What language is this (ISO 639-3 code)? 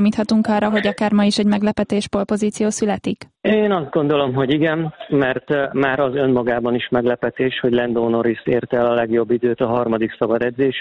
hun